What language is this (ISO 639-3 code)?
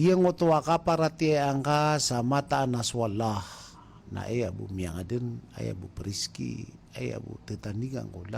mrw